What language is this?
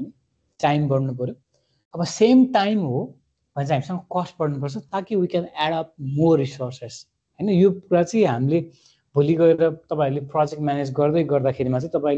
Nepali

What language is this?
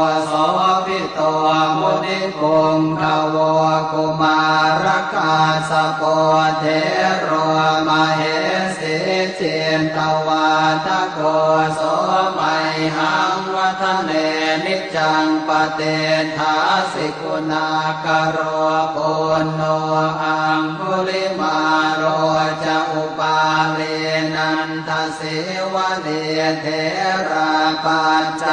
Pali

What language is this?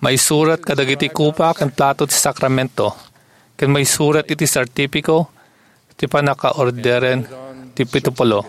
Iloko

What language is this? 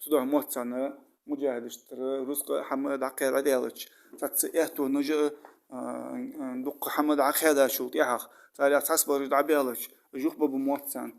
Ingush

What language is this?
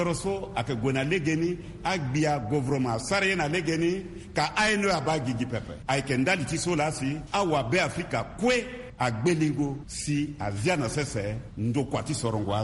Sango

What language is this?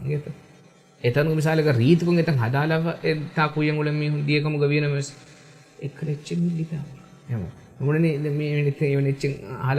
Divehi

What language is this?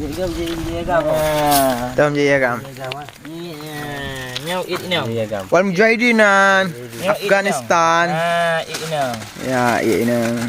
Achinese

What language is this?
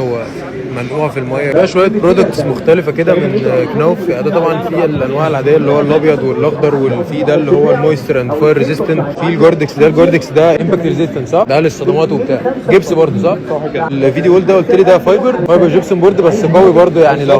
Egyptian Arabic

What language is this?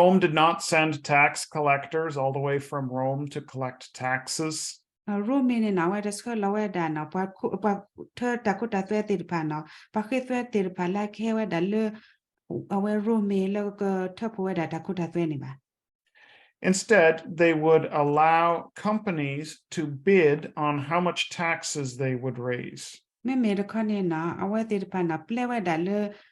S'gaw Karen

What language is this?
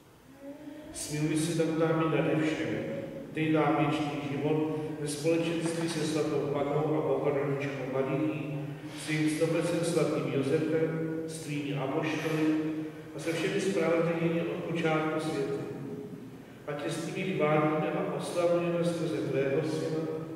Czech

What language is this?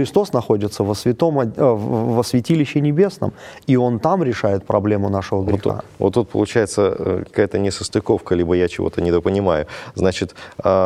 Russian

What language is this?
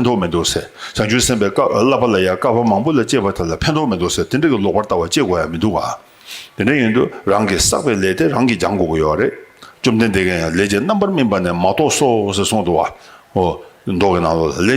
Tibetan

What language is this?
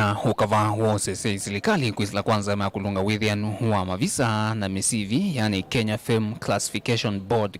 Kamba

